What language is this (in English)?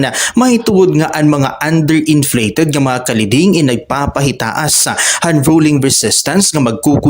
Waray